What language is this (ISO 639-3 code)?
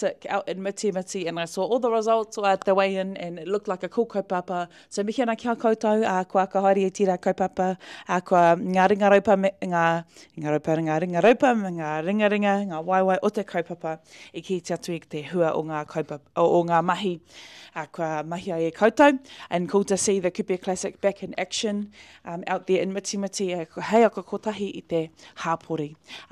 mri